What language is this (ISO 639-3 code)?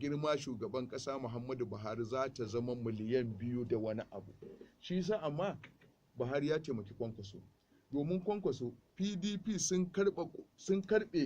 hau